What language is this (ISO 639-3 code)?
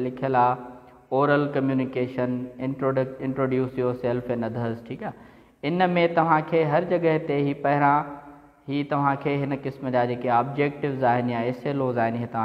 snd